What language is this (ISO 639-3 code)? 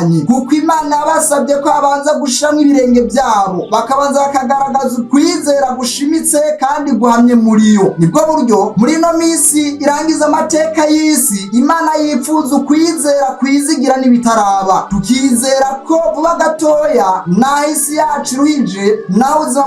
run